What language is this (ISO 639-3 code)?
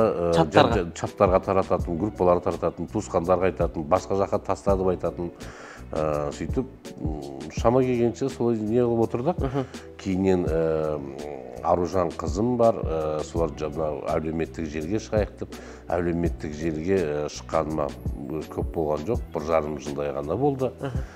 kaz